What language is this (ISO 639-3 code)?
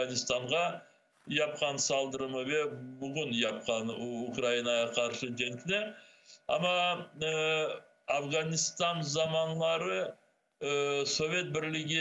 crh